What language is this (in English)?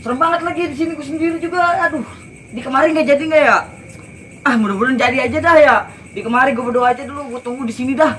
Betawi